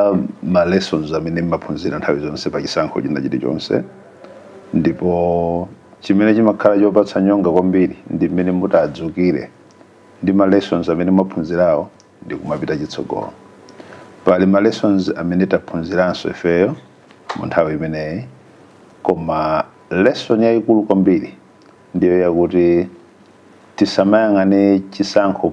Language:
Nyanja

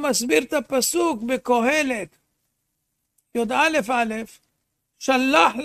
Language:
Hebrew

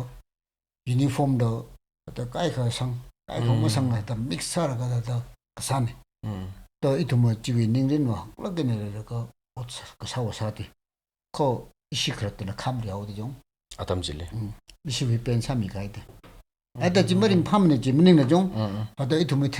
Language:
Tangkhul Naga (India)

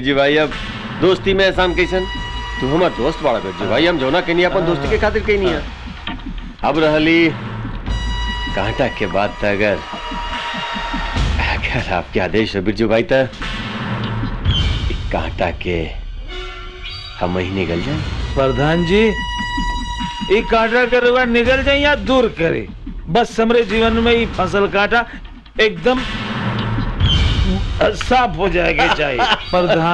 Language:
Bhojpuri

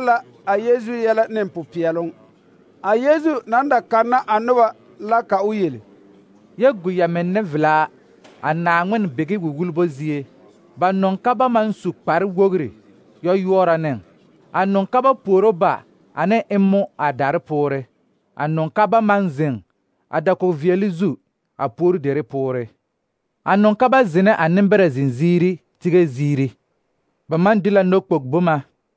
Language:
Southern Dagaare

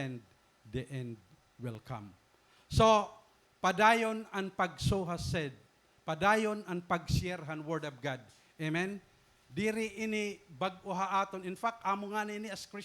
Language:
Waray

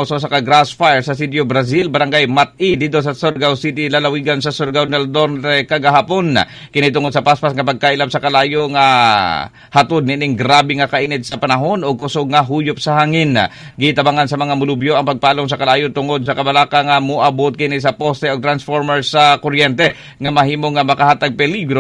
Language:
Cebuano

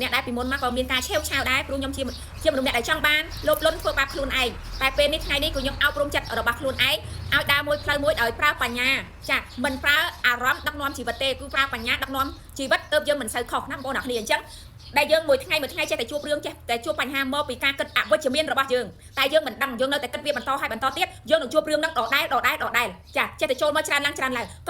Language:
Khmer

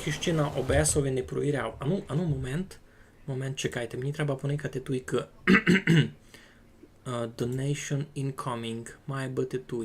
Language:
Rusyn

